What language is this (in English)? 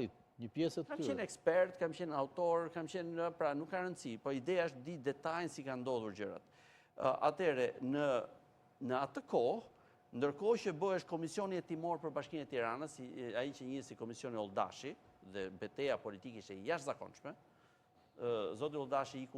Albanian